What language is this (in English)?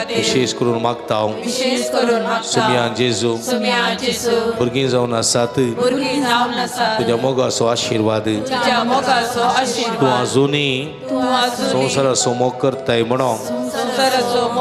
Konkani